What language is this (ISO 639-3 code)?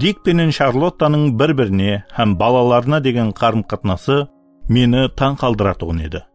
kaa